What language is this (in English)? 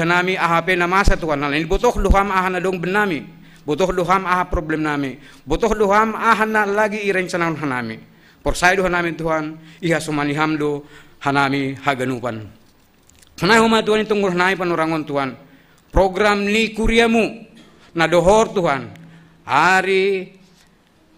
Batak Simalungun